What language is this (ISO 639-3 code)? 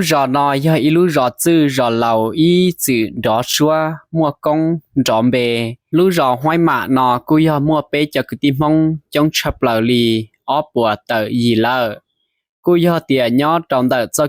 hmn